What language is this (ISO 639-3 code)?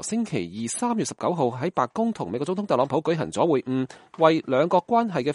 yue